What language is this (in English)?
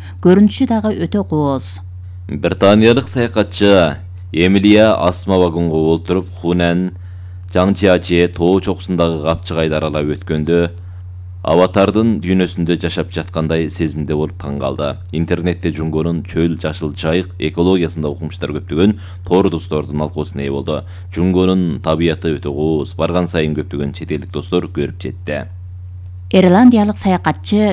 Kyrgyz